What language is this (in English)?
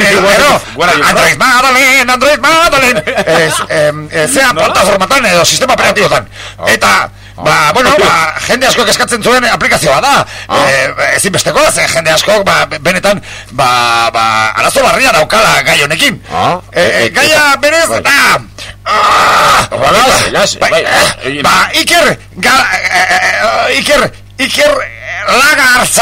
Basque